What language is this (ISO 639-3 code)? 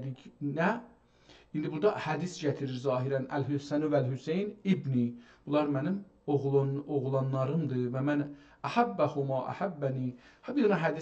azb